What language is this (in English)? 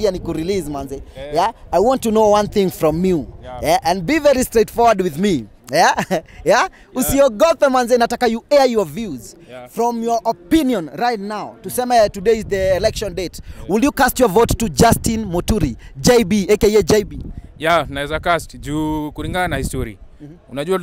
Swahili